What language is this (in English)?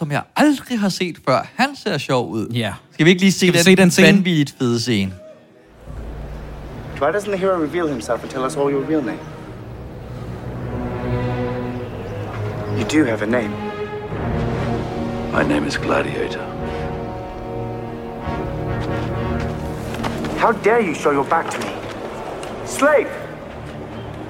Danish